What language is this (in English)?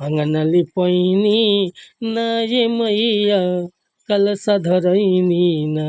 Bhojpuri